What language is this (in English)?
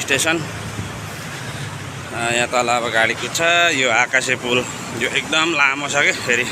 Nepali